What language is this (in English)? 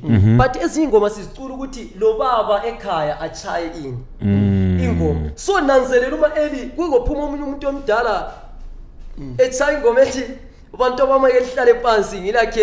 Zulu